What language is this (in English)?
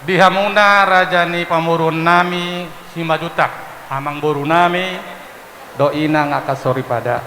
Batak Toba